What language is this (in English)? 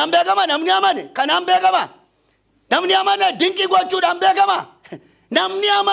Oromo